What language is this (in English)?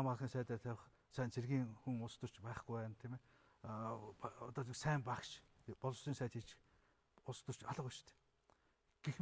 Mongolian